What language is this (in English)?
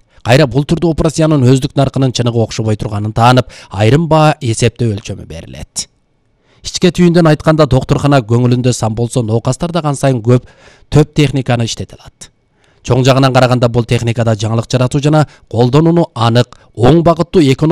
Kyrgyz